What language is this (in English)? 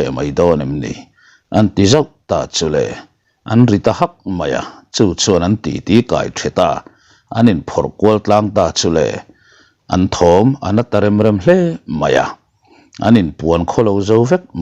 Mizo